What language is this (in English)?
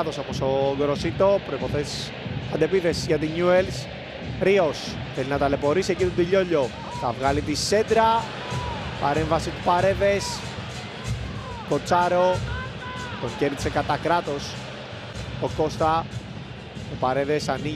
Greek